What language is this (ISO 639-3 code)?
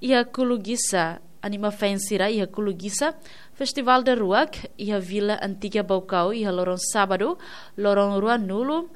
tet